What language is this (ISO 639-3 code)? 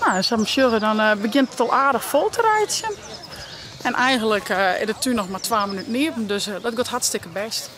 fry